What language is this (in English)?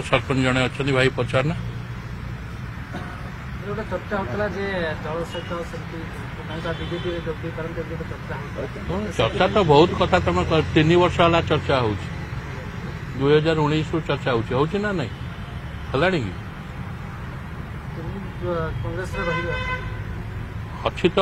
Odia